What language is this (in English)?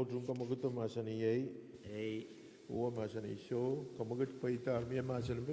Pohnpeian